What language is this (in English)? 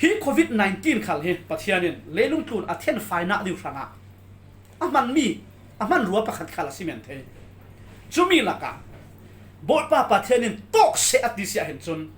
Falam Chin